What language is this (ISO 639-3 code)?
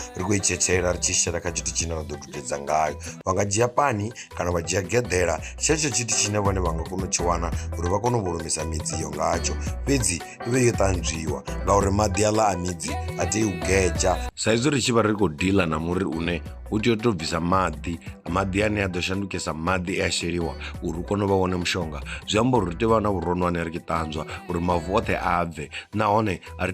ven